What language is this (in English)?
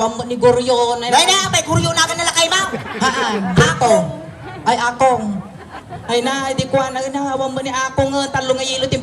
Iloko